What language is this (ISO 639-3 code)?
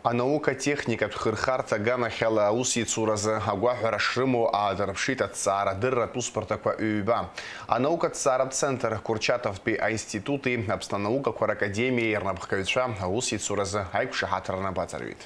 abk